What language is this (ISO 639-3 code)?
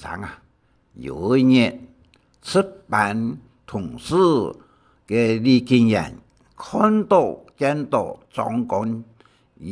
hak